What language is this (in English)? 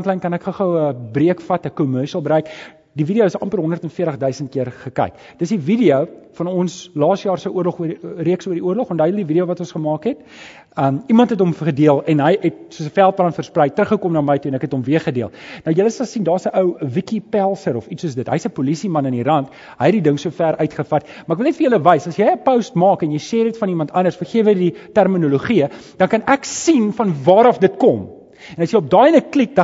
Afrikaans